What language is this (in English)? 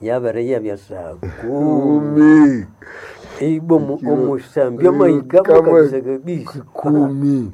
Nande